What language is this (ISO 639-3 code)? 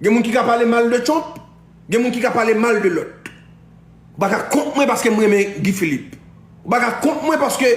hat